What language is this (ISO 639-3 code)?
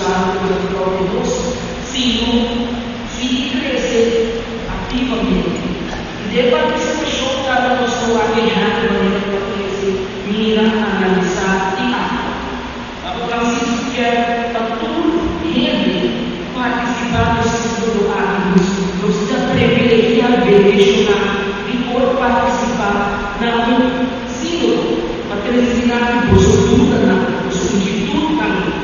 pap